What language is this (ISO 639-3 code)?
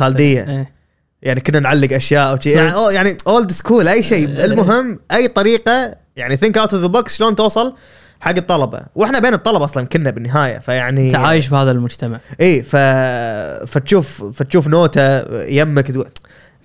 afb